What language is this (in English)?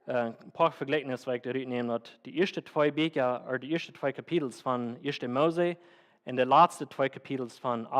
Plautdietsch